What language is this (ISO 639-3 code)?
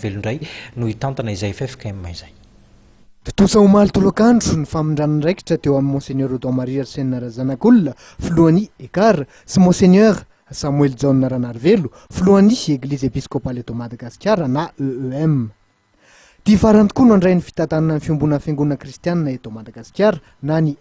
mlg